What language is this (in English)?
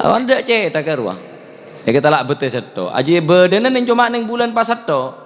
Madurese